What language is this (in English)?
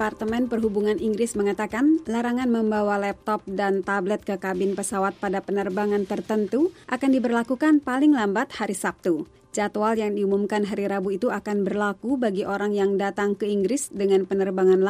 Indonesian